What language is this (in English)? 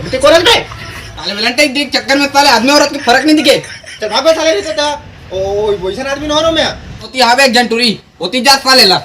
Chhattisgarhi